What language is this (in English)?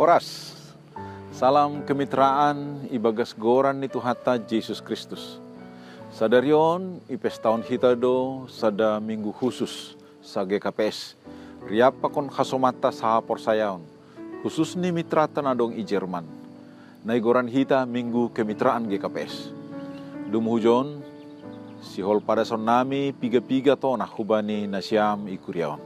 Batak Simalungun